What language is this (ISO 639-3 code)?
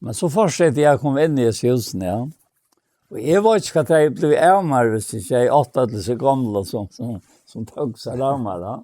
fao